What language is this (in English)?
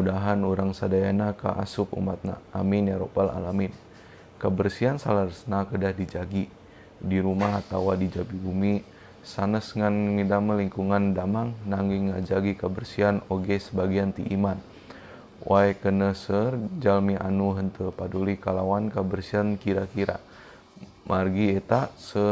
Sundanese